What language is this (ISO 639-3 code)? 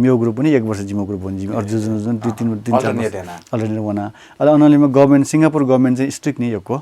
new